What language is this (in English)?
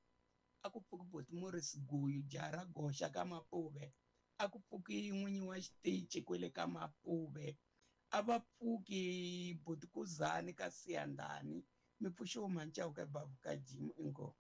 Tsonga